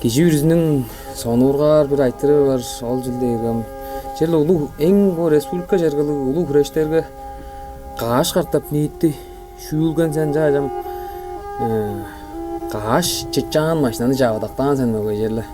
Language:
Tuvinian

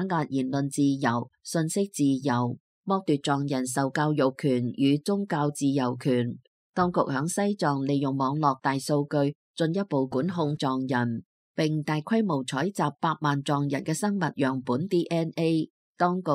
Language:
Cantonese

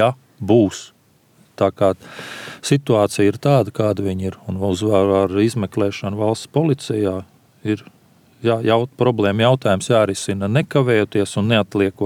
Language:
Latvian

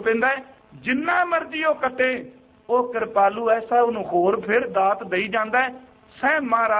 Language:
Punjabi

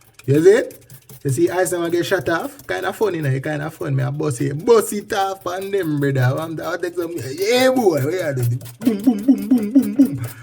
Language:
Jamaican Creole English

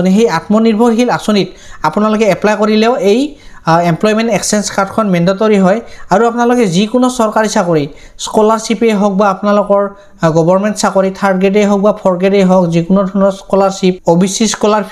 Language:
Assamese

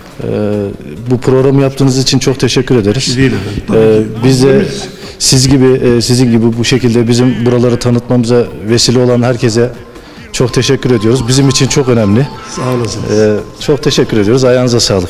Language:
Turkish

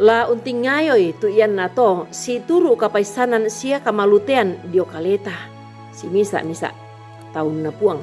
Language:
Toraja-Sa'dan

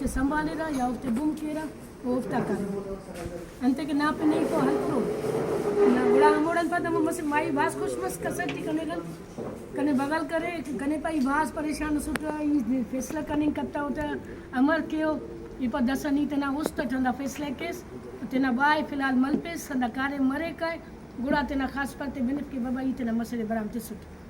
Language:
Brahui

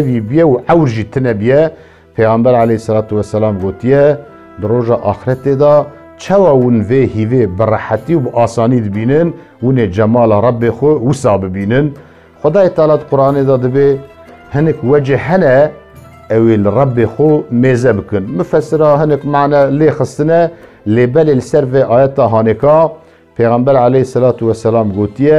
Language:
Kurdish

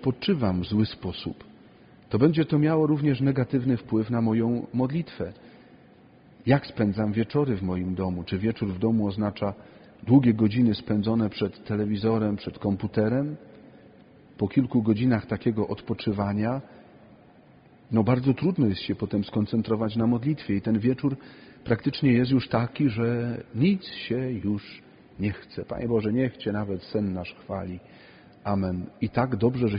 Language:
Polish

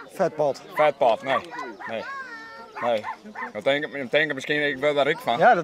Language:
Western Frisian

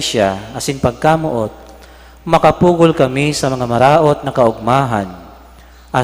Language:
Bikol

